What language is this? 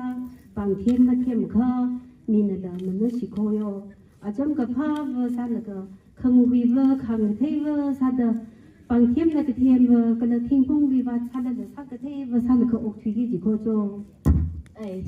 Tangkhul Naga (India)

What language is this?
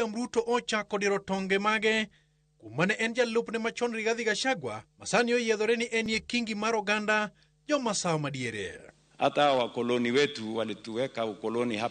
Luo (Kenya and Tanzania)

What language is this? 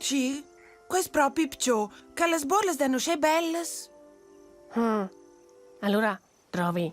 Romansh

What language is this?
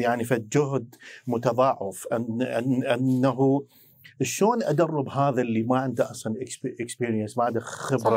Mesopotamian Arabic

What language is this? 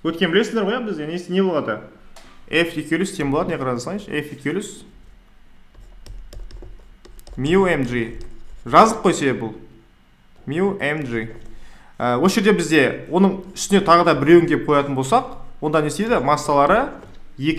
Kazakh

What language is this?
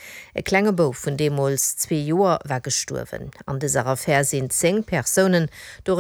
Luxembourgish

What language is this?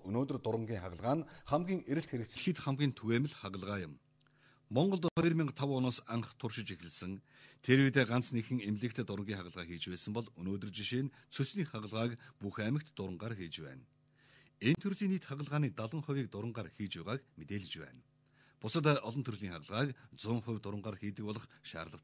Mongolian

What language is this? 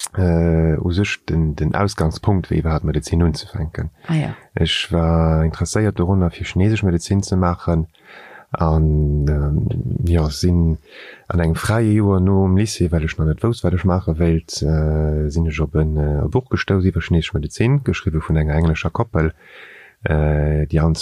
Luxembourgish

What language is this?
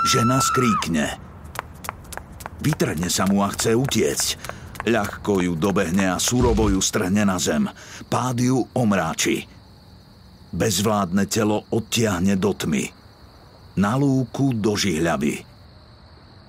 Slovak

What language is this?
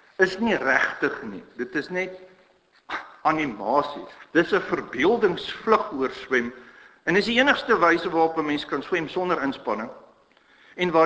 Afrikaans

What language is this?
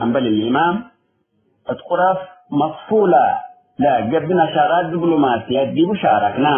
Tigre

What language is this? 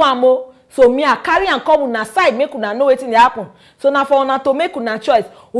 Nigerian Pidgin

